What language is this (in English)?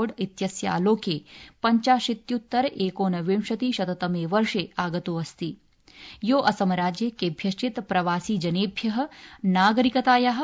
Sanskrit